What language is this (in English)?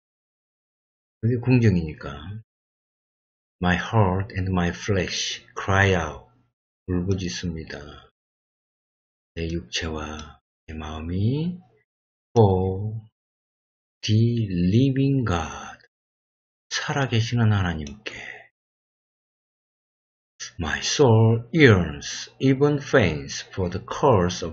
Korean